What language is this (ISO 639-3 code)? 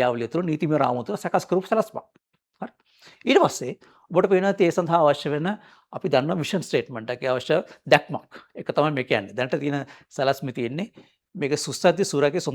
sin